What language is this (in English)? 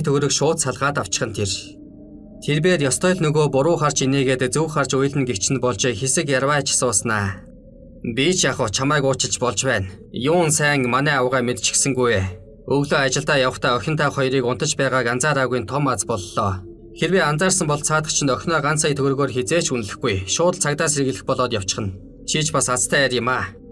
Mongolian